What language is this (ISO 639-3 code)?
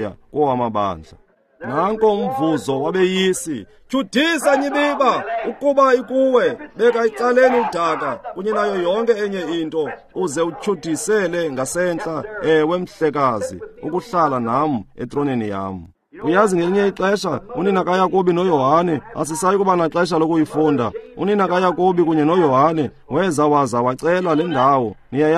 xho